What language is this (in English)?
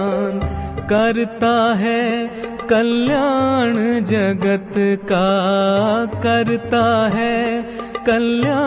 Kannada